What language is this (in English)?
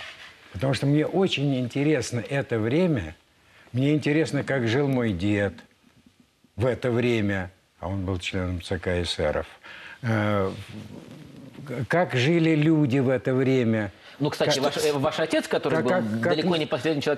Russian